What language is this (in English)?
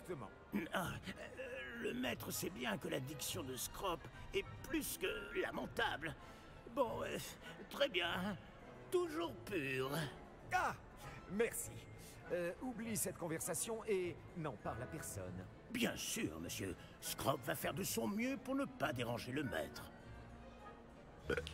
French